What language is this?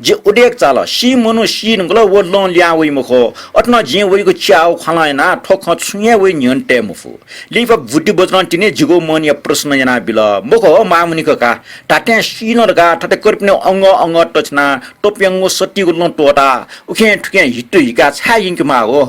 Newari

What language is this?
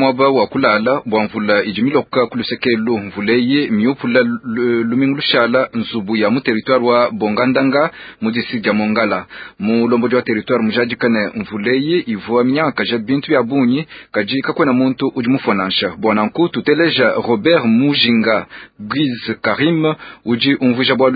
Luba-Lulua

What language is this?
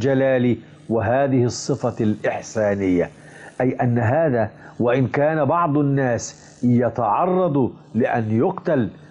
Arabic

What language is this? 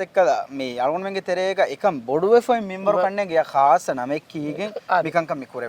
Divehi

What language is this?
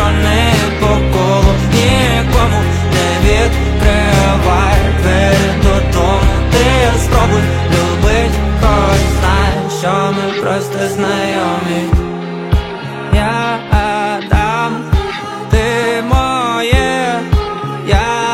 Ukrainian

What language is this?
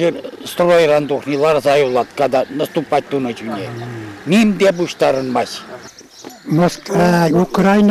Chuvash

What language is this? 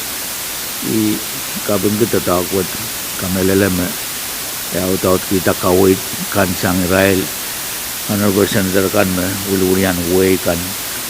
Pohnpeian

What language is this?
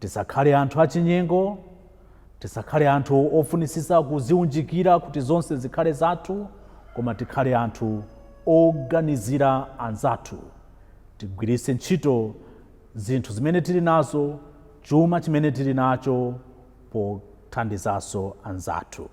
Nyanja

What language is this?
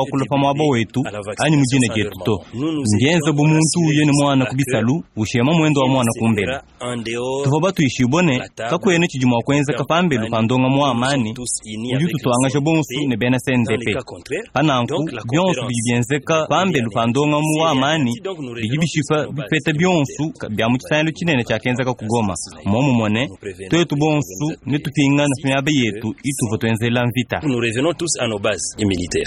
Luba-Lulua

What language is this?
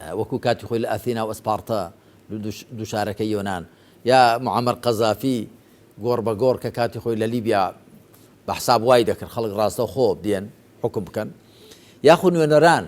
Central Kurdish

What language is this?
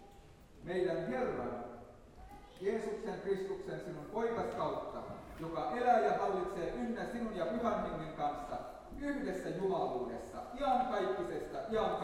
Finnish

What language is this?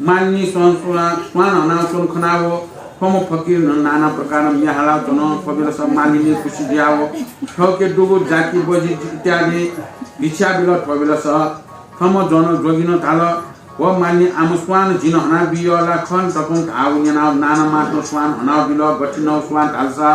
Newari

